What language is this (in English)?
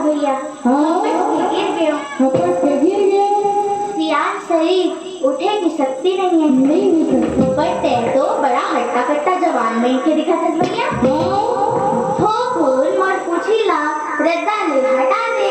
Chhattisgarhi